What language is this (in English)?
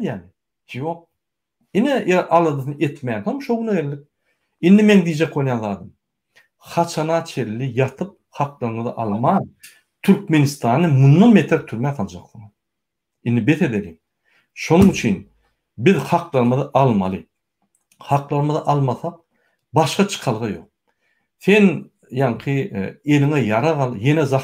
Turkmen